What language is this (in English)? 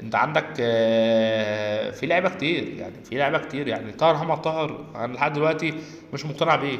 Egyptian Arabic